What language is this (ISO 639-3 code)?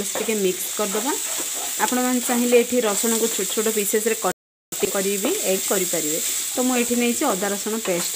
ori